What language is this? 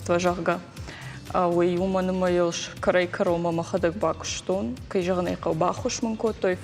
Ossetic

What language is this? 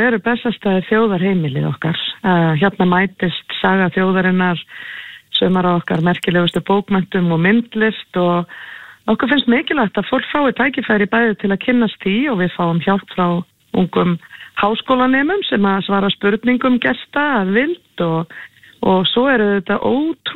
Icelandic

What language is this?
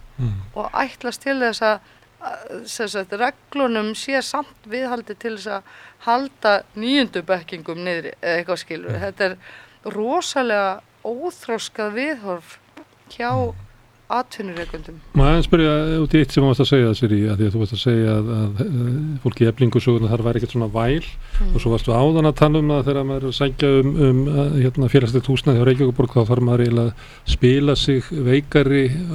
Icelandic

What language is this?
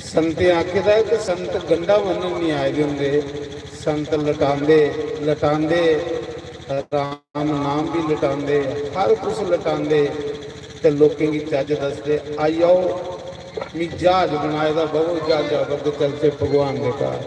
Dogri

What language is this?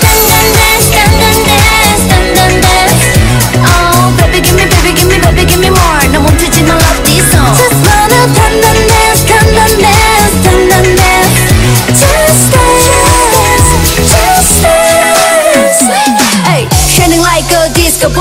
Korean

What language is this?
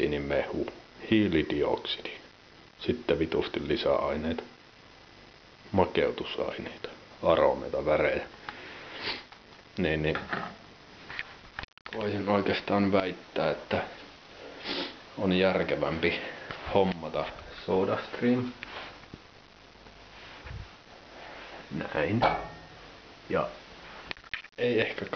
Finnish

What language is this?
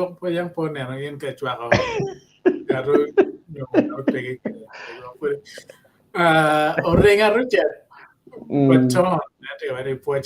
Acoli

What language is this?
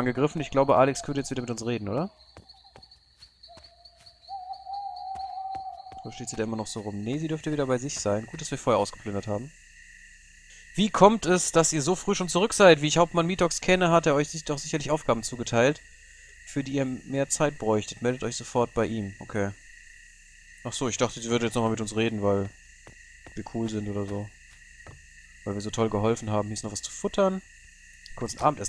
German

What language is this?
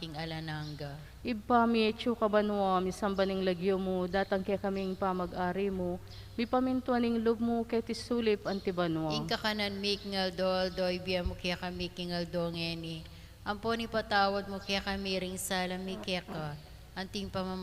Pampanga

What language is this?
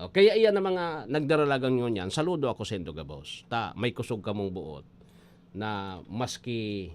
Bikol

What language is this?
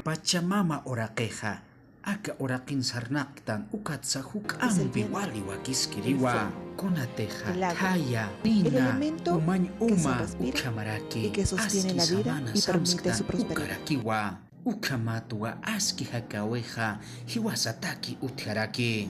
Aymara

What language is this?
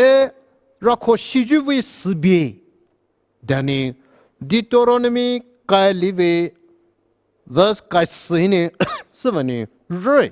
Poumei Naga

